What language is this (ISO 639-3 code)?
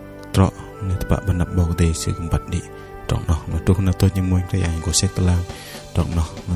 bdq